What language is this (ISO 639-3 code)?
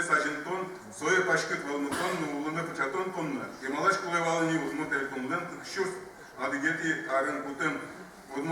udm